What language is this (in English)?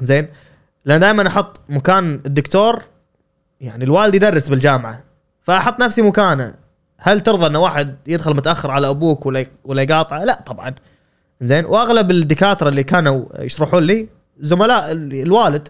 Gulf Arabic